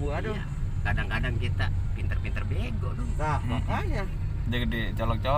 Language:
Betawi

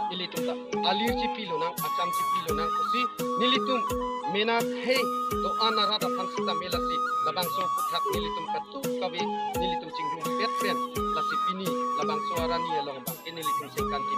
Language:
Karbi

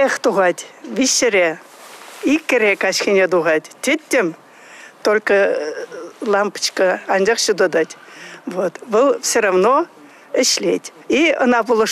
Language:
Chuvash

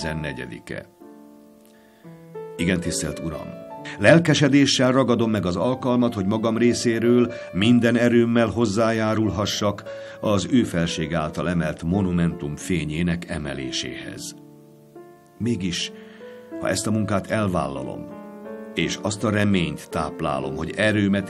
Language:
Hungarian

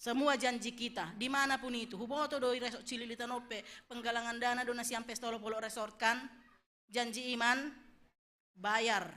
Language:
Batak Simalungun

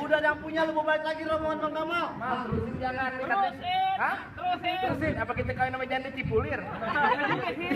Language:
Betawi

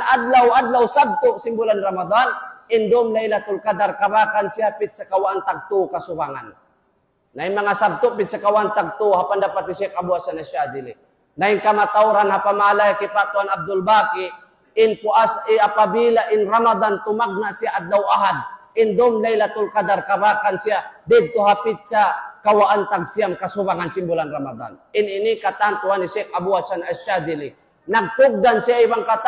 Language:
Tausug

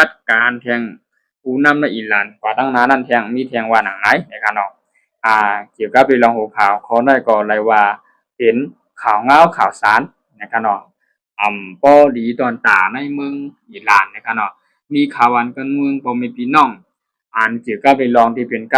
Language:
Shan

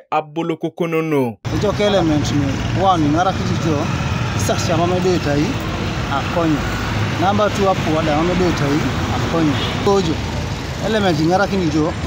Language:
Teso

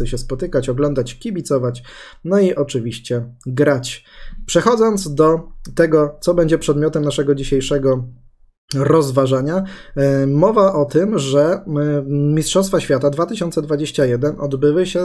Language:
Polish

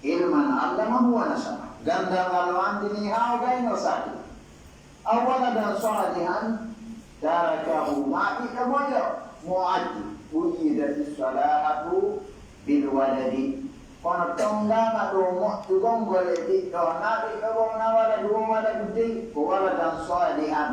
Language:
Pular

